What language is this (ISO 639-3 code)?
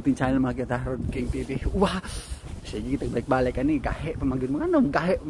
ceb